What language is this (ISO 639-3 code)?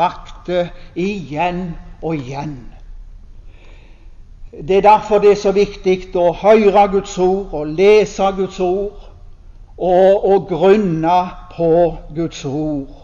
nor